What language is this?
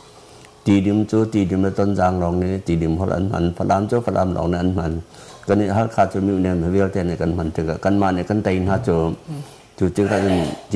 Hakha Chin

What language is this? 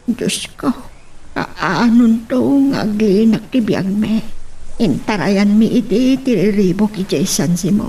Iloko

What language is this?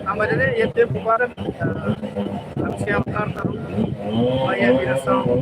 Tetum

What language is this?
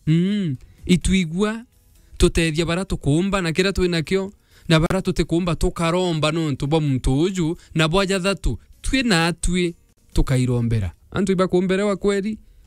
Meru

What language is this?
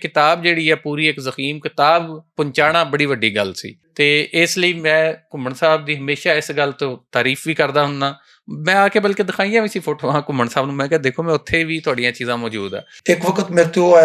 Western Panjabi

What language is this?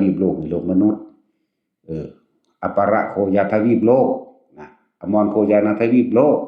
Northeastern Thai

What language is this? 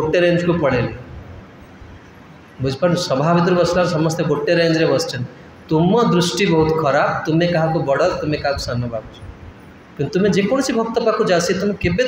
Odia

